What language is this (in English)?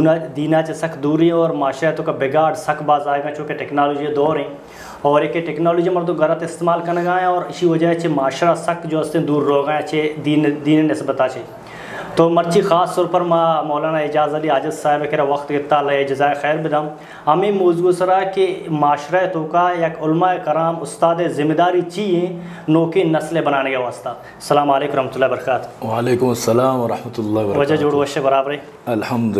Eastern Balochi